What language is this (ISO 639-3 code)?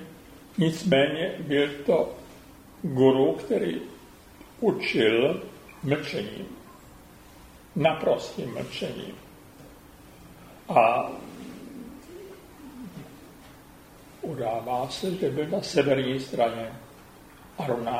ces